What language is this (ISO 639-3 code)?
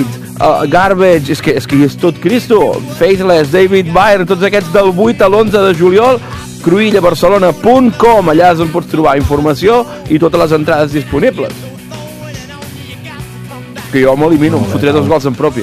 cat